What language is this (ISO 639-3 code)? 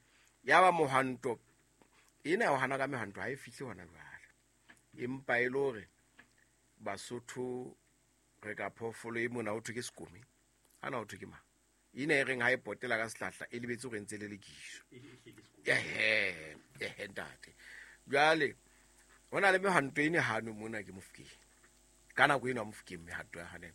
sot